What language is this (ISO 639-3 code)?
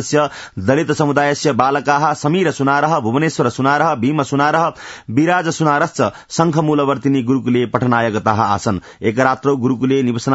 san